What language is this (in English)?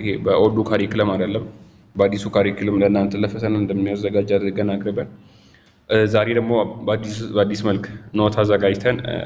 Amharic